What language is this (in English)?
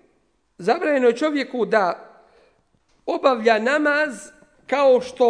Bosnian